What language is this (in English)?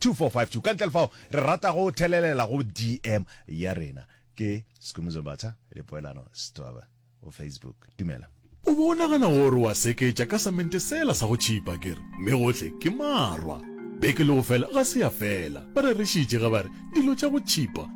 Northern Sotho